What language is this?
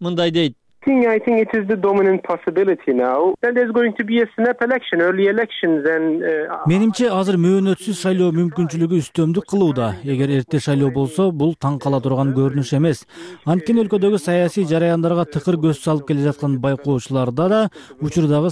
Kyrgyz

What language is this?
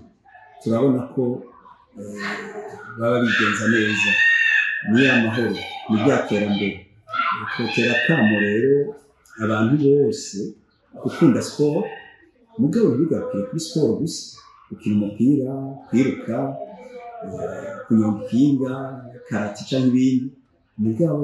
Rundi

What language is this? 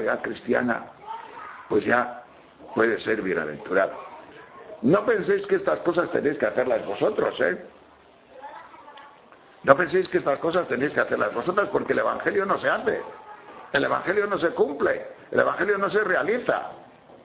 Spanish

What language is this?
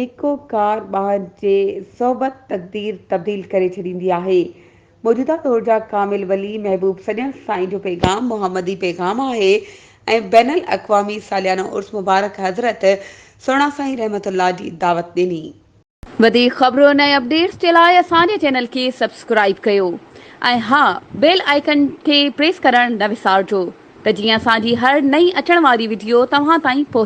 Sindhi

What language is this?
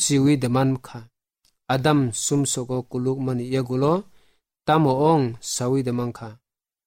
Kok Borok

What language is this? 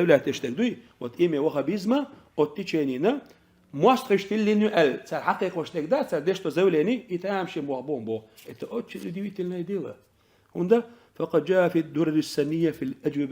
Chechen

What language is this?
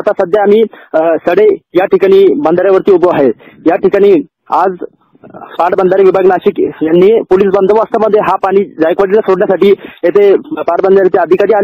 Marathi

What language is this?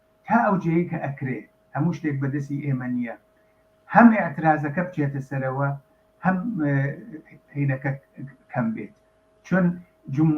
Central Kurdish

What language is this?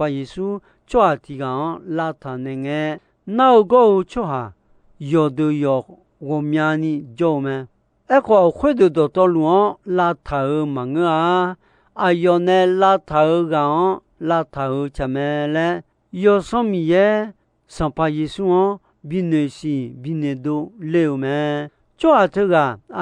Akha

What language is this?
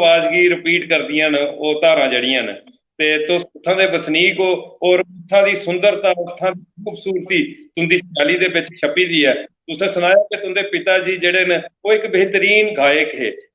Dogri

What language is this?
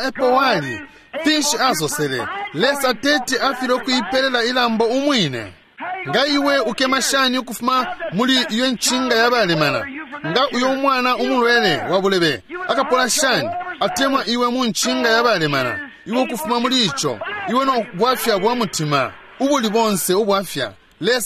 Bemba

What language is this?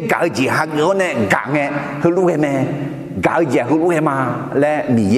Akha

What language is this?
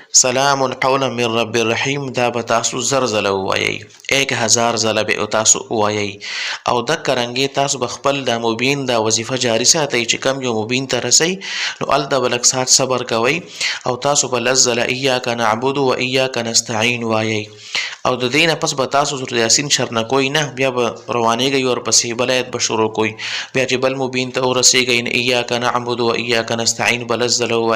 Pashto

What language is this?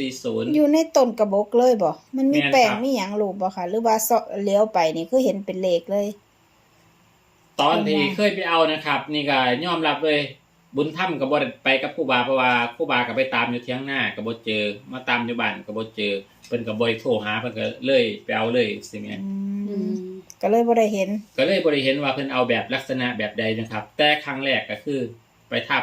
Northeastern Thai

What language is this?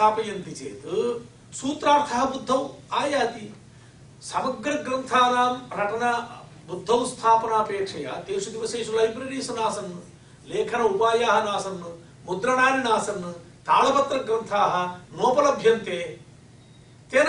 Sanskrit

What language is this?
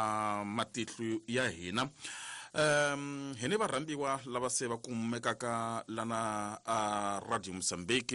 Tsonga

